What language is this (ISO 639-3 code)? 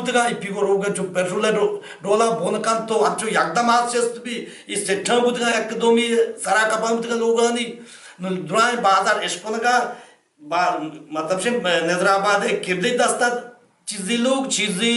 bal